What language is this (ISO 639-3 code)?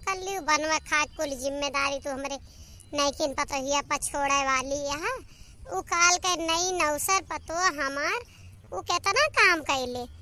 awa